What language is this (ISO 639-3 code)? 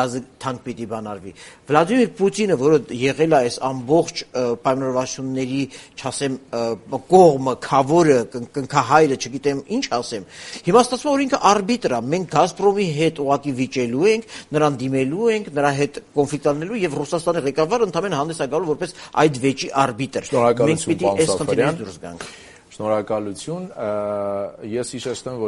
hye